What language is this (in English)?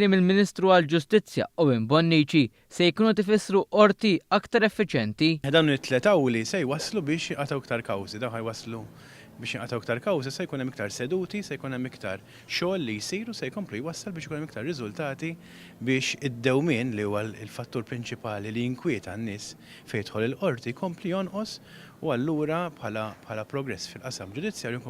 Maltese